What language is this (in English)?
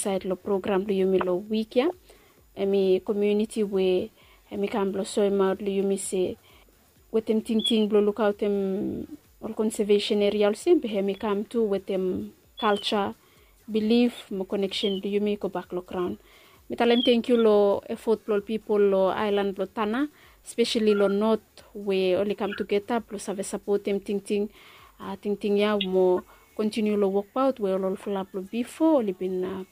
Bislama